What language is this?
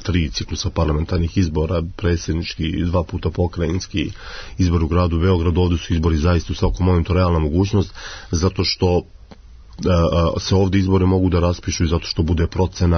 Serbian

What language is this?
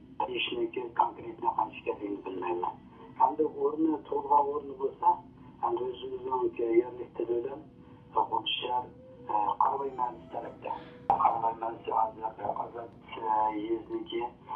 Uyghur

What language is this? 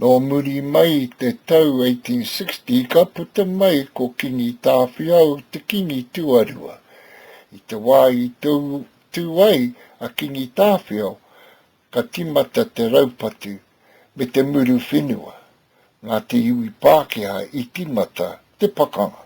Māori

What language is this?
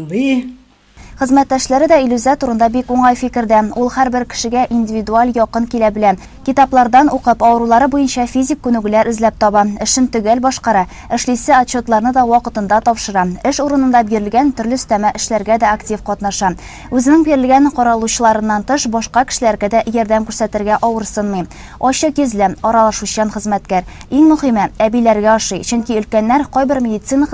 Tatar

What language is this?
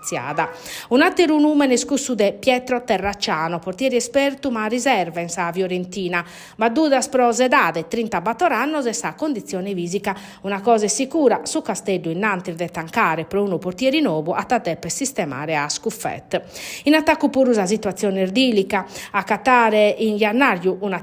Sardinian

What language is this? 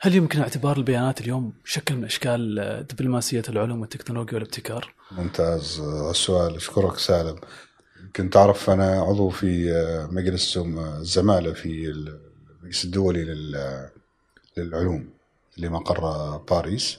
Gulf Arabic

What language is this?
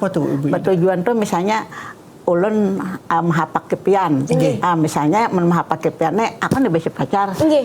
Banjar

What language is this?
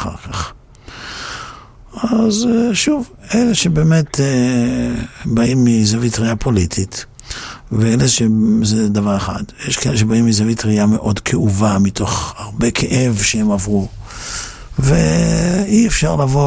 Hebrew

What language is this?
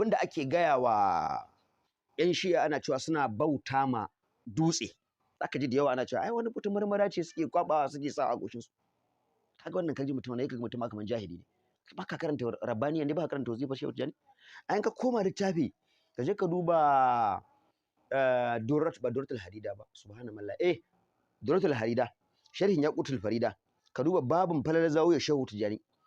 Hausa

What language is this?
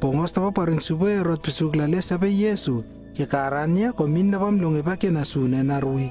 Lewo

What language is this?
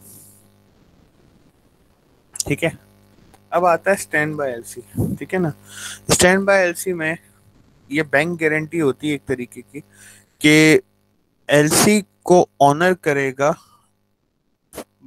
Hindi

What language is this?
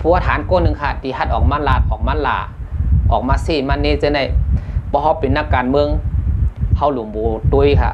Shan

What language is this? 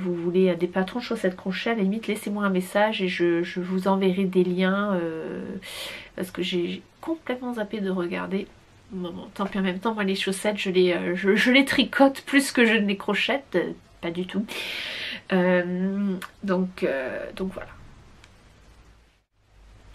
French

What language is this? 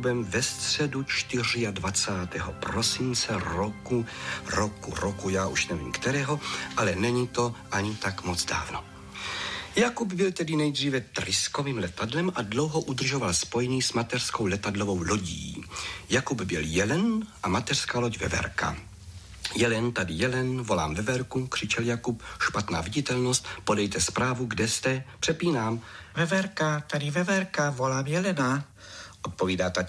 Czech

